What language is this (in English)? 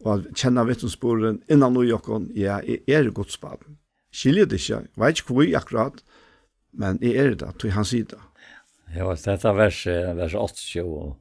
Faroese